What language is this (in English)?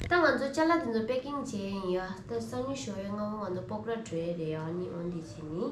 Tibetan